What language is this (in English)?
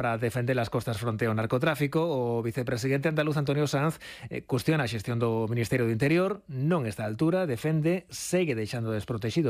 Galician